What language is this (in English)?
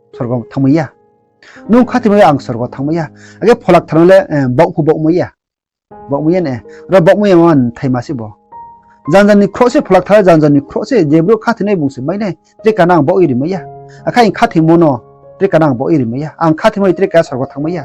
Riang (India)